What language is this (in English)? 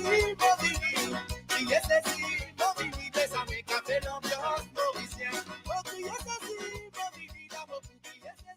Morisyen